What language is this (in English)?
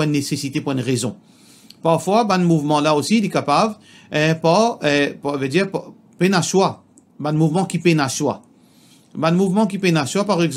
Morisyen